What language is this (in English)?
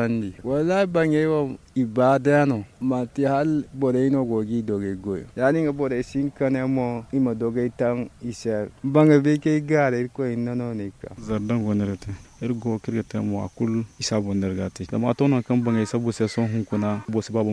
Zarma